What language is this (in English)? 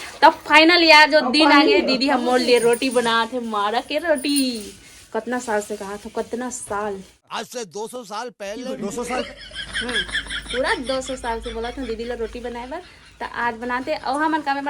Chhattisgarhi